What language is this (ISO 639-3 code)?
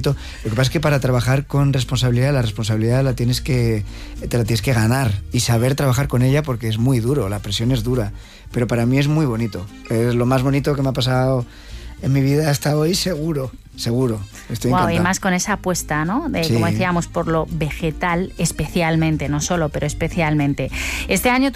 spa